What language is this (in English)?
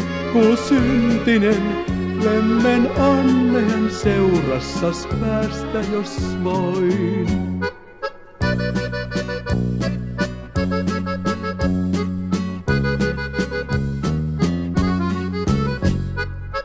Finnish